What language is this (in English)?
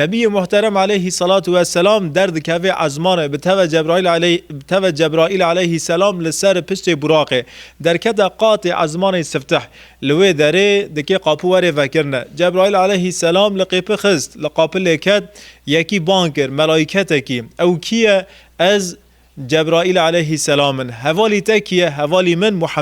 Kurdish